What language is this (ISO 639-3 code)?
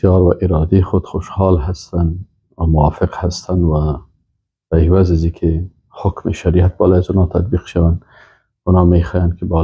fas